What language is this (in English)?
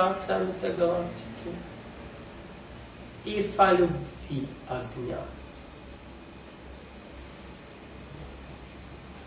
Russian